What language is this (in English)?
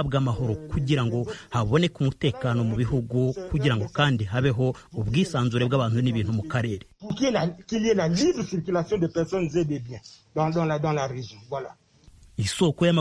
Kinyarwanda